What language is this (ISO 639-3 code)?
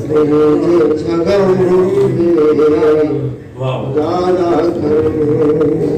skr